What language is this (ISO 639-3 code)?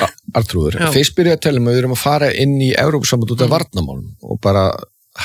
isl